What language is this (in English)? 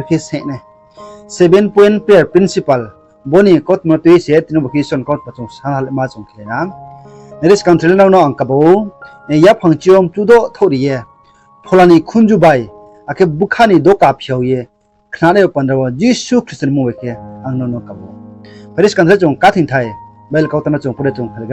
Riang (India)